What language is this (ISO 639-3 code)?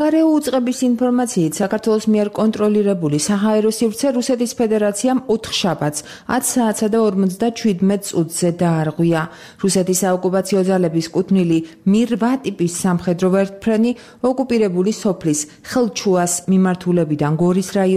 kat